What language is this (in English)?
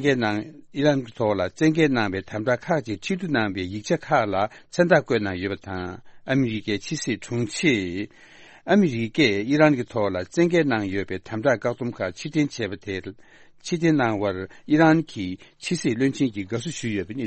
Tibetan